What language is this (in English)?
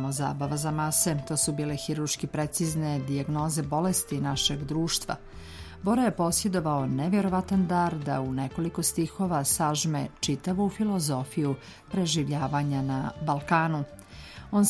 Serbian